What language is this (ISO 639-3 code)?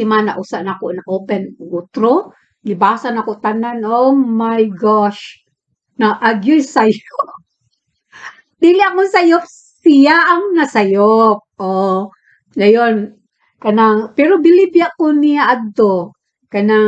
ceb